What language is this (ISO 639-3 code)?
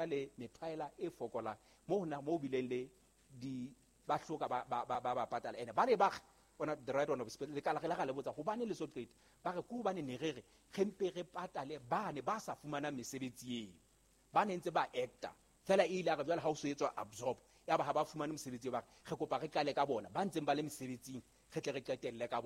sot